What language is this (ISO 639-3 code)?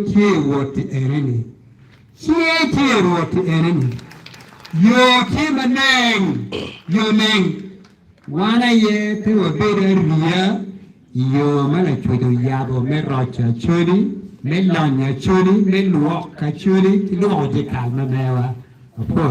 ach